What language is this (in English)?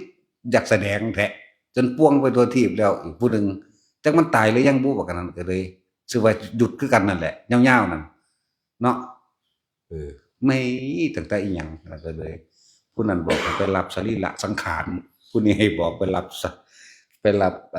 Northeastern Thai